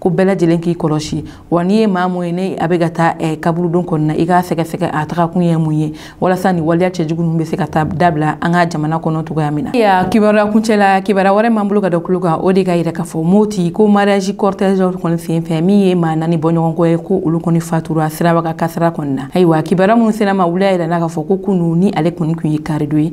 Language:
Bambara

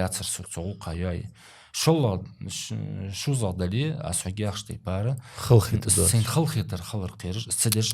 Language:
Ingush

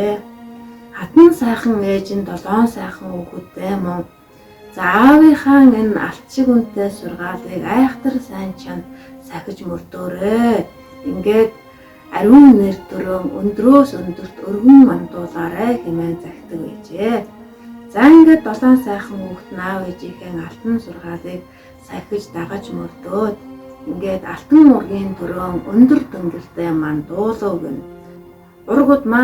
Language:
Mongolian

